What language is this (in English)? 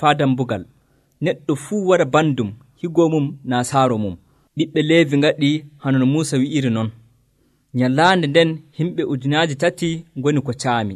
Nigerian Fulfulde